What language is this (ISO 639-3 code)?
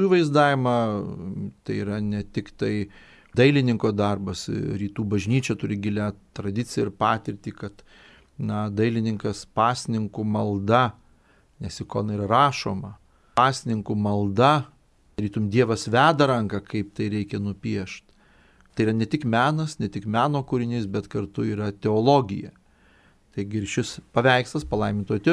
lit